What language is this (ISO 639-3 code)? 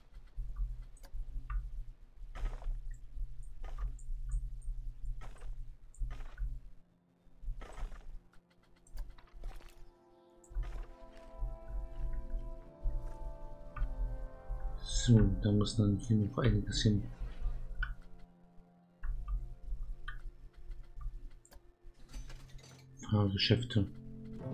deu